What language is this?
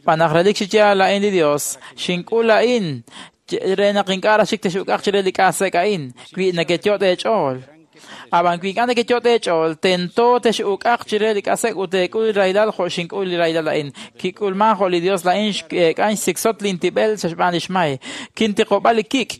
Kekchí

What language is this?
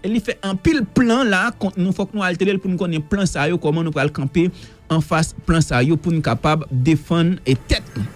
Haitian Creole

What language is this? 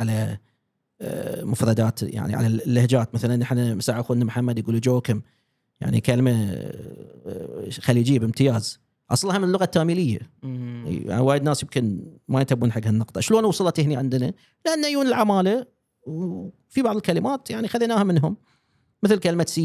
Gulf Arabic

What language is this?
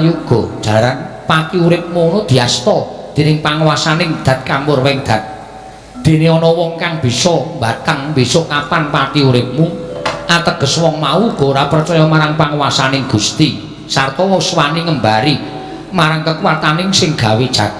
Javanese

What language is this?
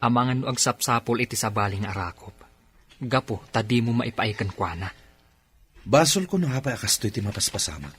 Iloko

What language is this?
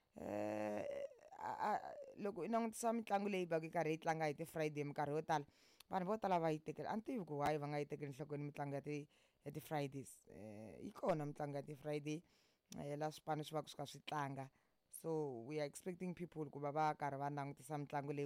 Tsonga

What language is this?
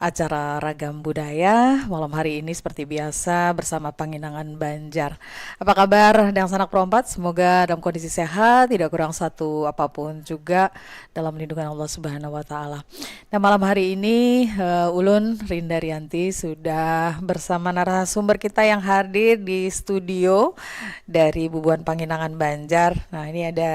Banjar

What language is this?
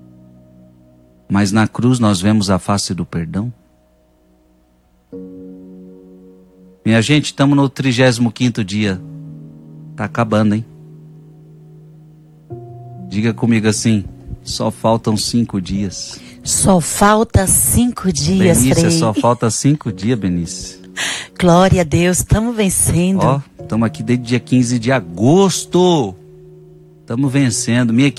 Portuguese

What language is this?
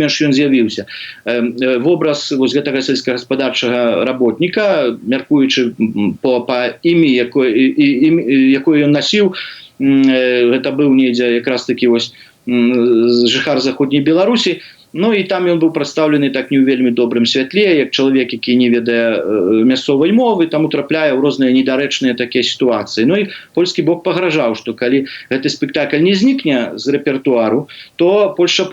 Belarusian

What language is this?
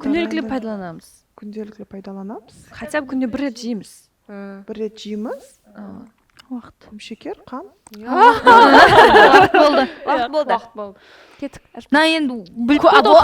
Kara-Kalpak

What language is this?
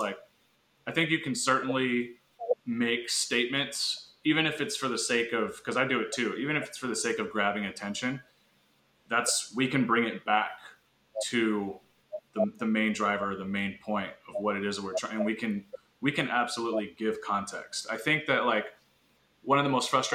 English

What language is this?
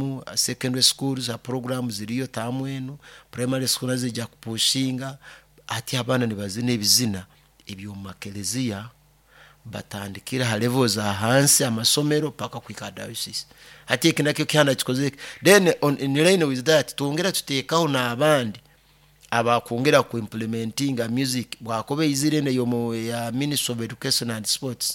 Nyoro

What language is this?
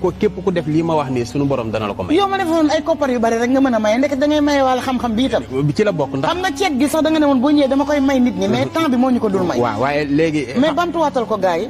Wolof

